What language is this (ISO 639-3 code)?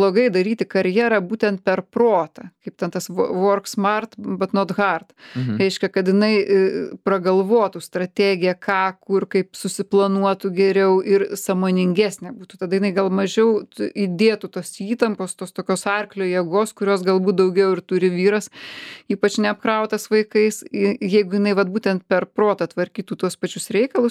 lit